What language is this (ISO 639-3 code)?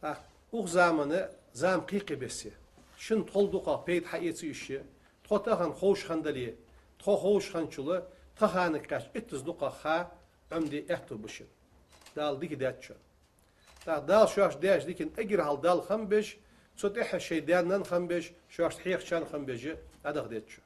inh